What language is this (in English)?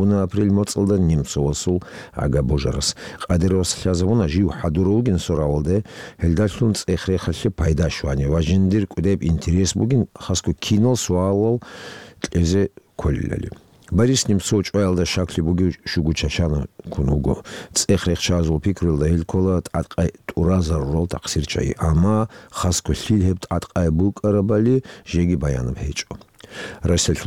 Avaric